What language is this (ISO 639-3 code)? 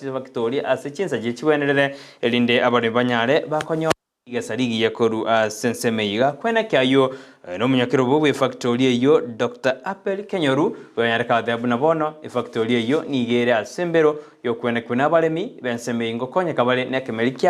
guz